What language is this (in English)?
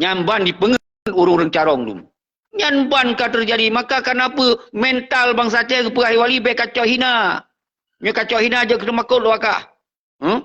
Achinese